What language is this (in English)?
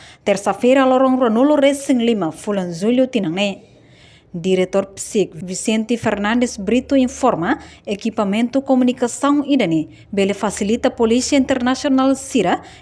Tetum